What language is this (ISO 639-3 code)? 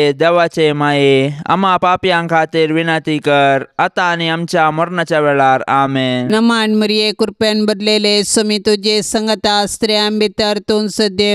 kok